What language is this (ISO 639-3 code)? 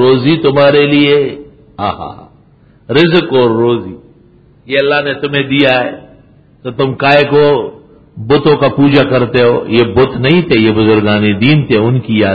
urd